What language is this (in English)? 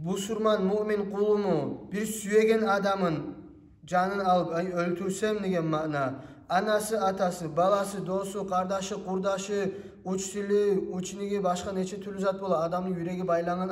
Kumyk